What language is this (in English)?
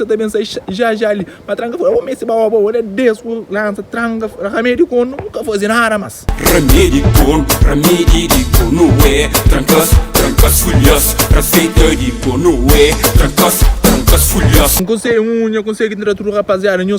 Kabuverdianu